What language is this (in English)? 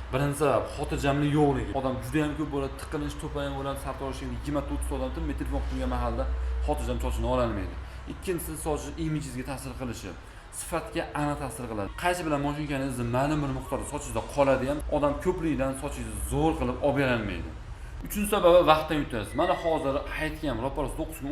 Uzbek